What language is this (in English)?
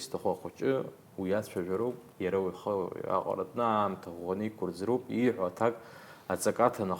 Abkhazian